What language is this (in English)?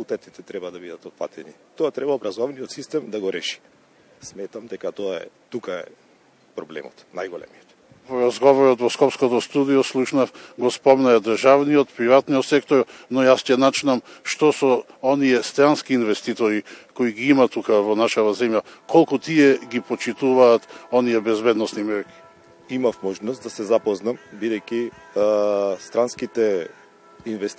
Macedonian